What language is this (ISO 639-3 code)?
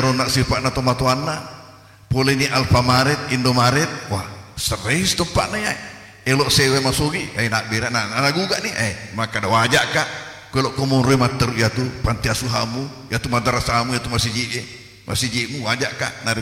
bug